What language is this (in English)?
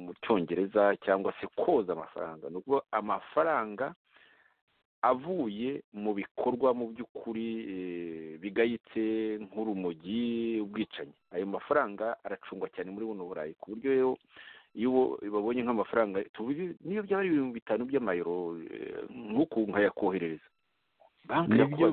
Kinyarwanda